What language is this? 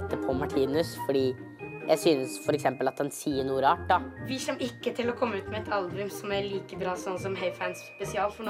Norwegian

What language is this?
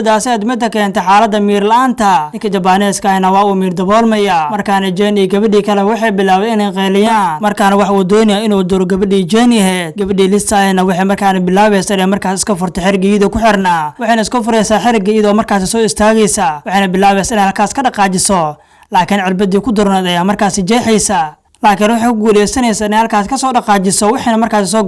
Somali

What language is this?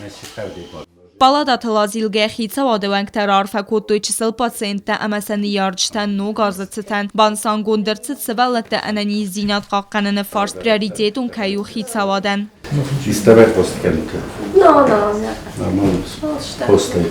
Ossetic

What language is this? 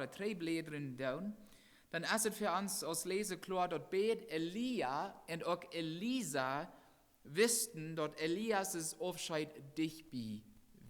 Plautdietsch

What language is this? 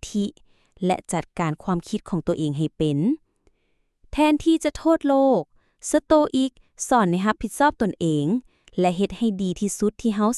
Lao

